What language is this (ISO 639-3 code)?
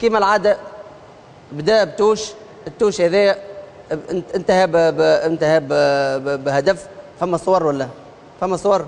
aeb